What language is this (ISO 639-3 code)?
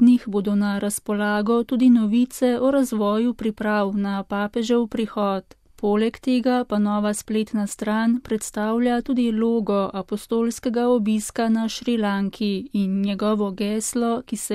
slv